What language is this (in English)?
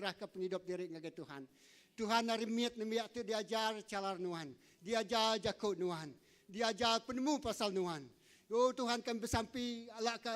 Iban